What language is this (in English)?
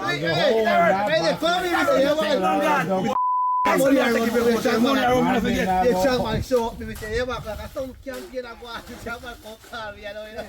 Jamaican Creole English